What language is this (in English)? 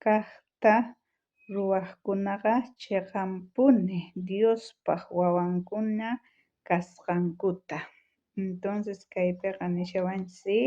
South Bolivian Quechua